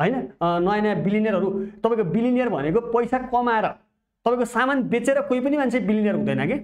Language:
Nepali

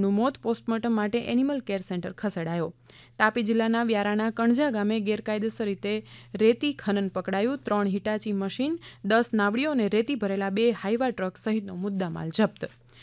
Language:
Gujarati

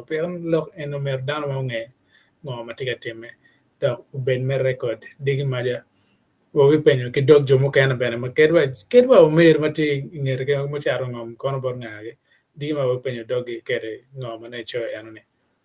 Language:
Acoli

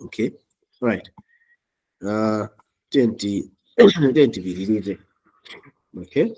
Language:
Nyanja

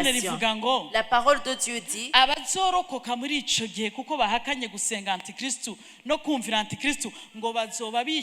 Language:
Rundi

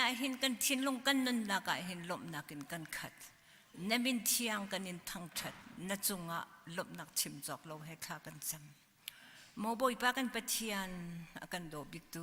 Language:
Hakha Chin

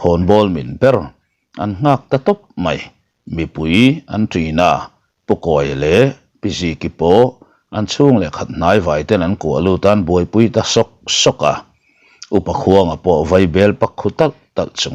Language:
Mizo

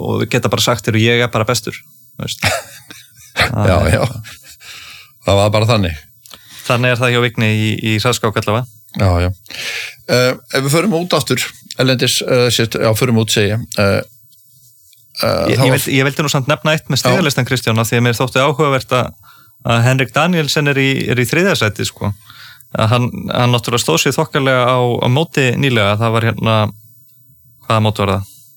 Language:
Icelandic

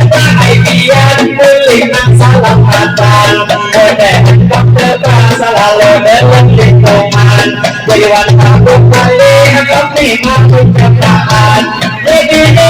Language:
Banjar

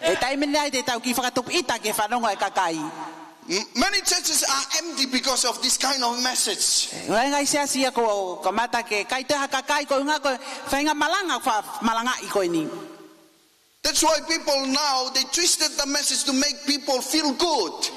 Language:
Tongan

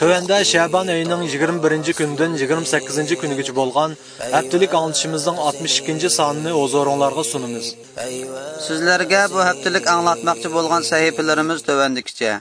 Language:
Uyghur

